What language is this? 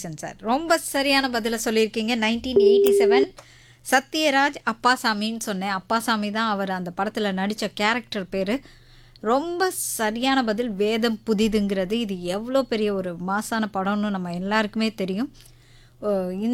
Tamil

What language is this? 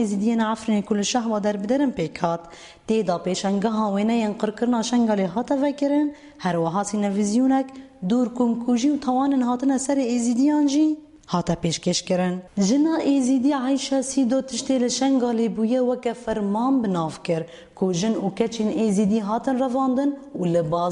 Kurdish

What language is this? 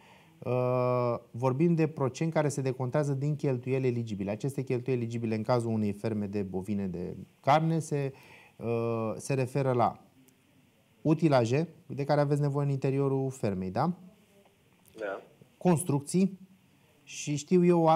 Romanian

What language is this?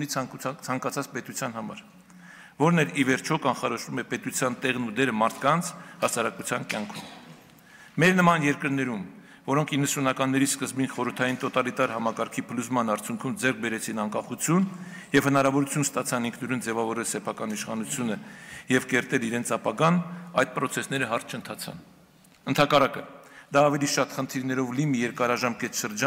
Armenian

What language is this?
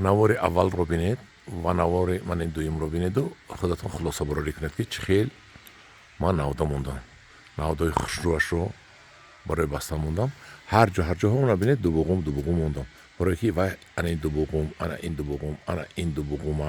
Tajik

